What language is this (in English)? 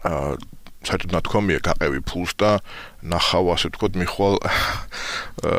Georgian